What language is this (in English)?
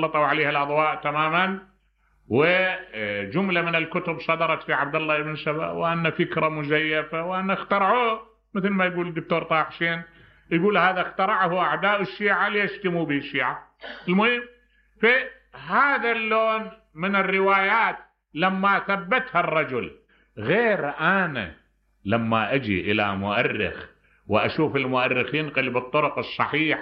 Mesopotamian Arabic